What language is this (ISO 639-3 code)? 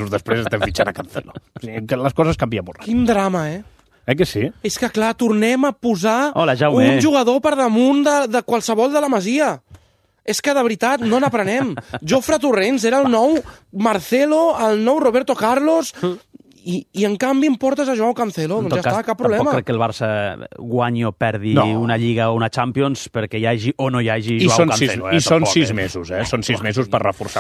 cat